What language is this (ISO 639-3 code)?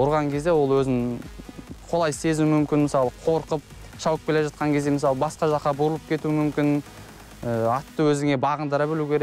kaz